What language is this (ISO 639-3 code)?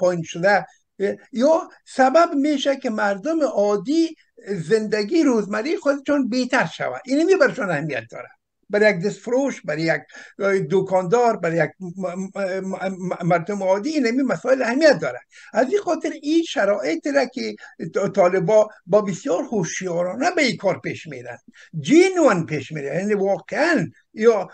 fas